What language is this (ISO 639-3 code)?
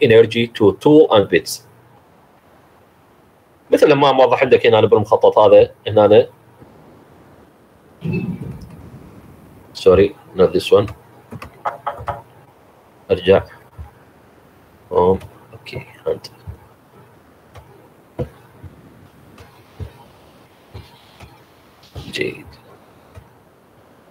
acm